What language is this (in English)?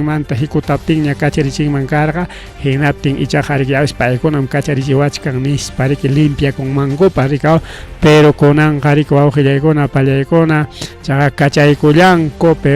Ayacucho Quechua